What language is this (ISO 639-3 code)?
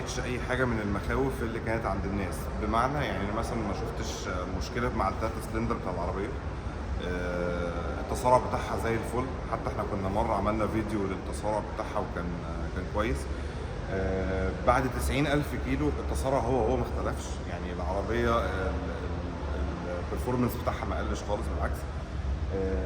arz